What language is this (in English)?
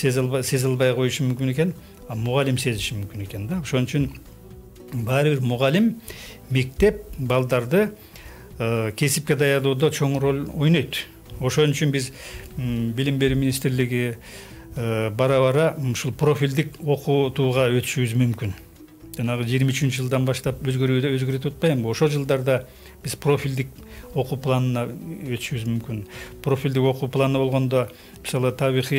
Kyrgyz